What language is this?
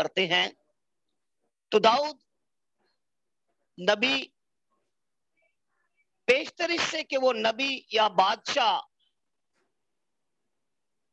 Urdu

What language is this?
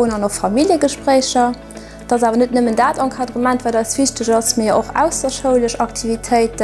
Luxembourgish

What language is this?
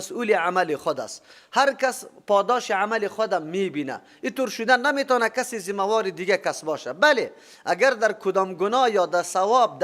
Persian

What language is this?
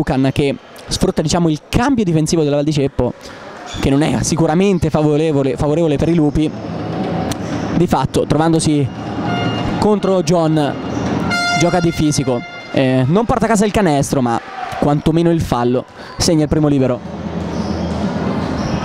Italian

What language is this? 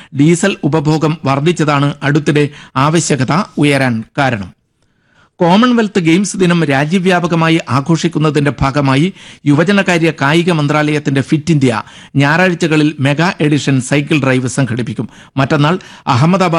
Malayalam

